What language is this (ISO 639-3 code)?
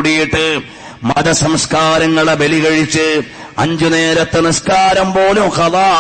mal